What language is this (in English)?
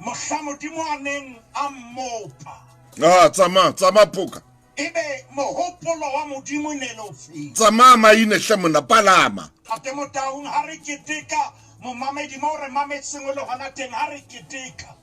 Southern Sotho